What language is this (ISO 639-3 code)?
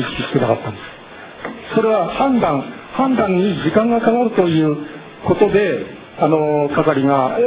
jpn